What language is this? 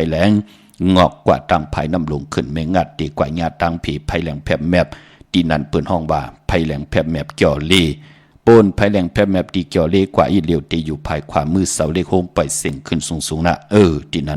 Shan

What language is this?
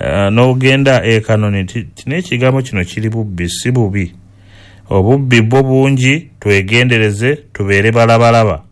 Ganda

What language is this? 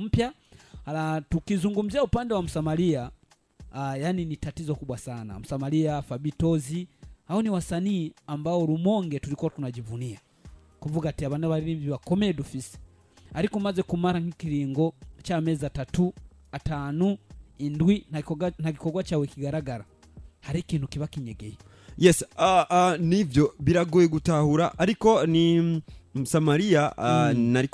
Rundi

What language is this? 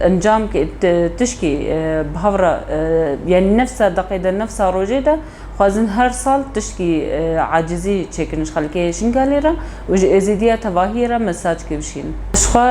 Kurdish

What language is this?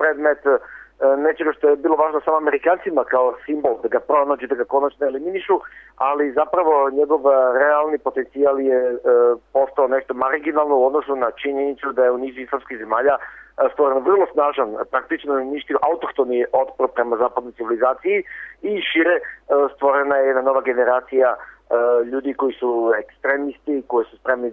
Serbian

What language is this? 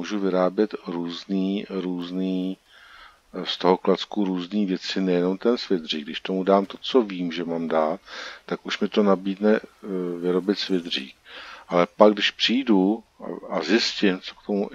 Czech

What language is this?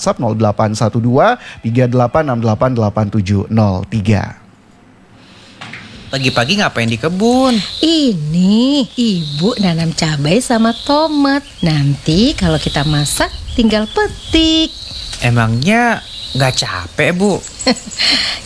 Indonesian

